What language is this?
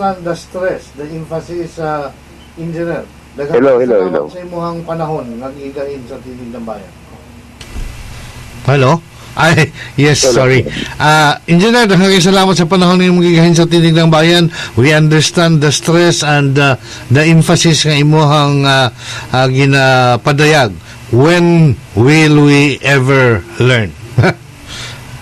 Cebuano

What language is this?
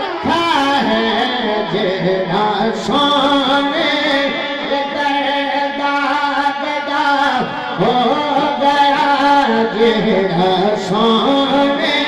Saraiki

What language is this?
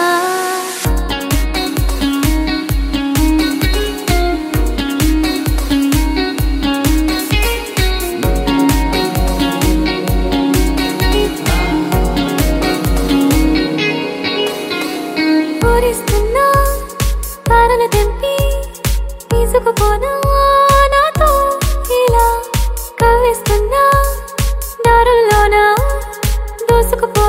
Telugu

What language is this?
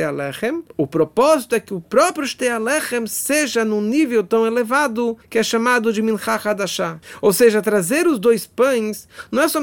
Portuguese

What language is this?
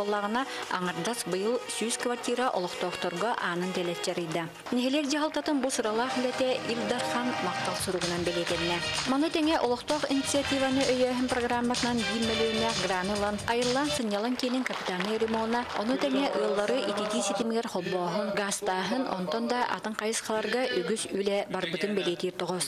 Yakut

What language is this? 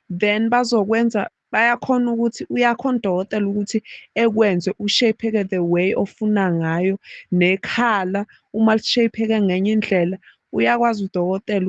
Zulu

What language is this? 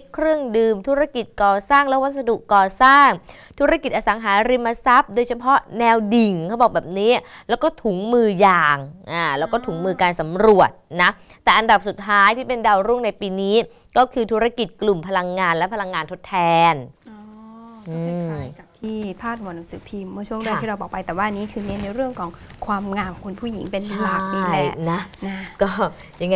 Thai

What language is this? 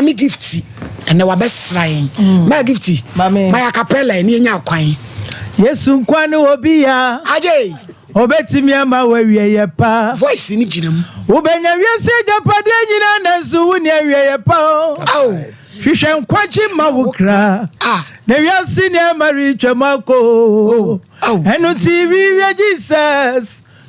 Akan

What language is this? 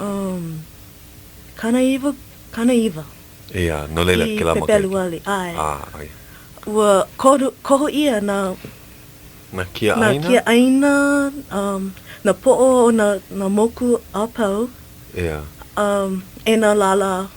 Hawaiian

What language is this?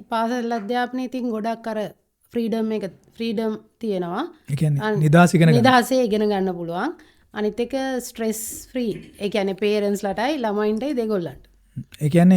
Sinhala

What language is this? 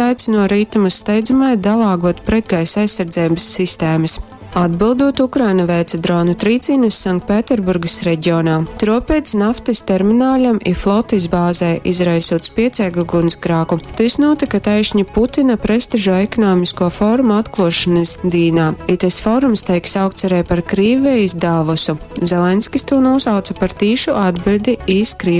Latgalian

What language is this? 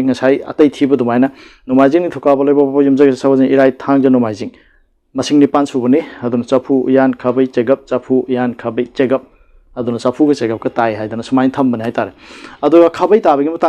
Manipuri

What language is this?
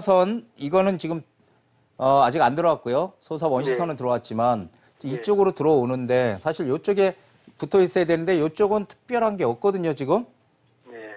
Korean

